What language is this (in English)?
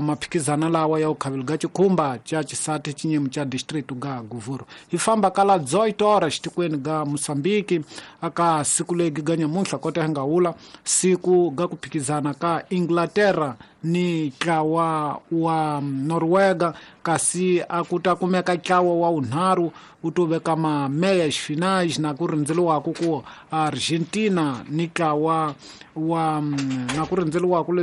Tsonga